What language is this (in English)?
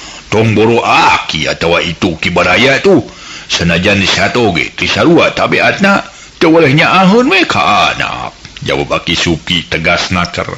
Sundanese